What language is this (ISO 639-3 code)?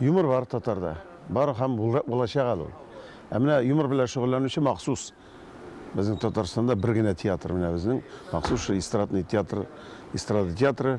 tat